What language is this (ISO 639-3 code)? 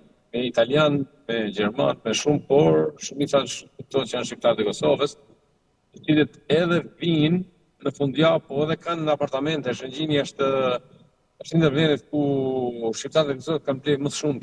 sqi